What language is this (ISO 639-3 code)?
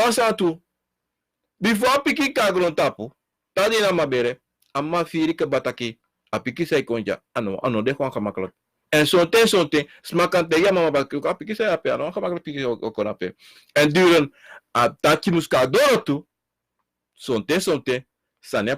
srn